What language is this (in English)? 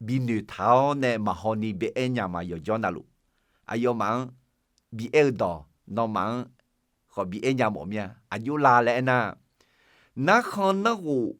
Akha